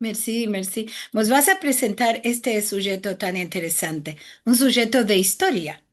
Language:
Ladino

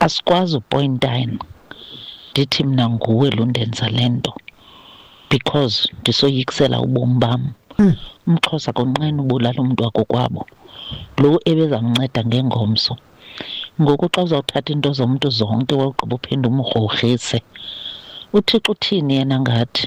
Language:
Xhosa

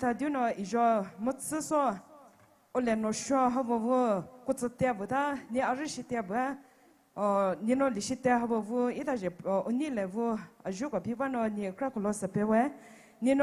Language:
Poumei Naga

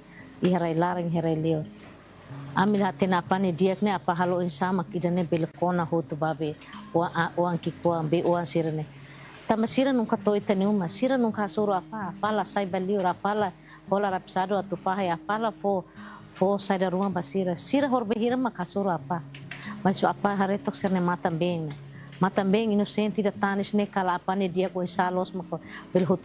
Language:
Tetum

